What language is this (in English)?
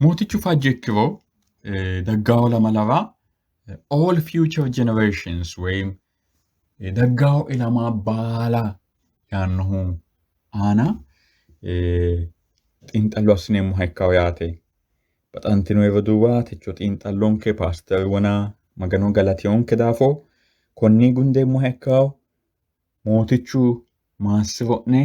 Sidamo